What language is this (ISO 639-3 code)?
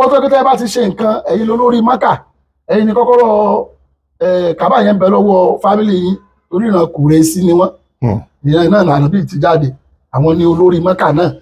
yor